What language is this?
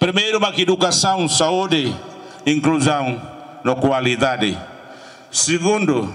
Tetum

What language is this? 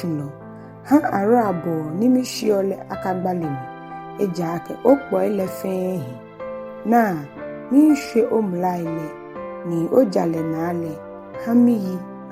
Ga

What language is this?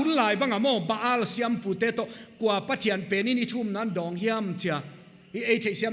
Paite Chin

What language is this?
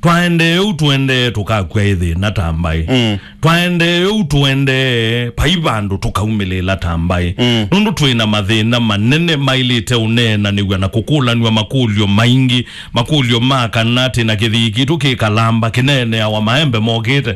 Kamba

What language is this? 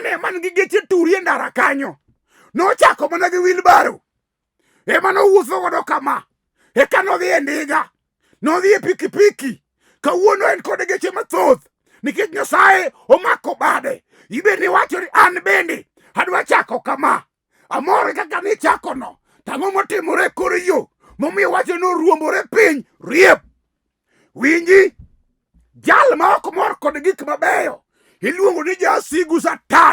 Luo (Kenya and Tanzania)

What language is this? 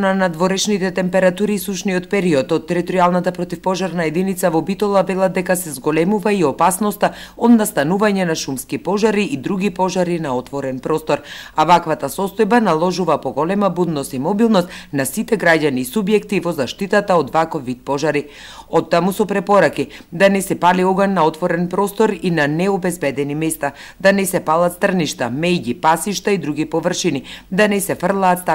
Macedonian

